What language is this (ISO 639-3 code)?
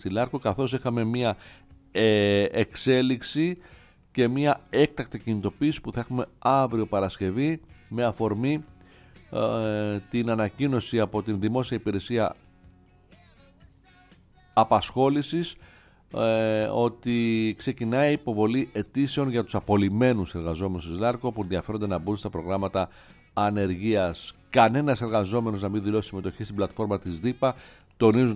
ell